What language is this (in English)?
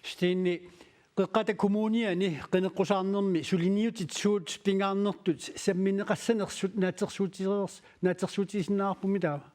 Kalaallisut